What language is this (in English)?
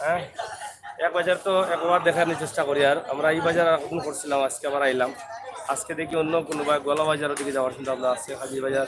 Sylheti